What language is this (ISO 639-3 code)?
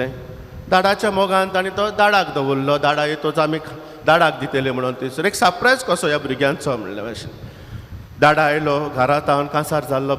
kok